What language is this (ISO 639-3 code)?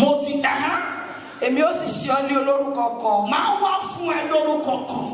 yor